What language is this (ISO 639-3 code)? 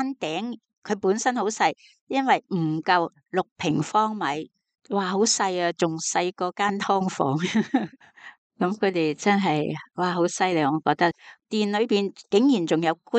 yue